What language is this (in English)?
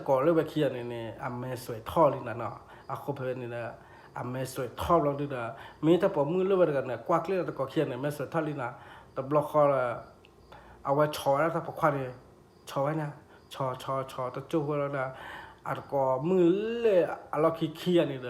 S'gaw Karen